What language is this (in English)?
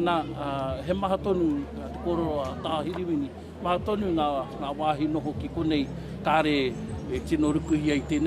Māori